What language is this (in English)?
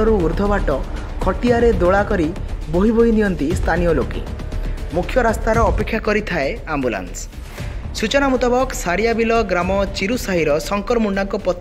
Odia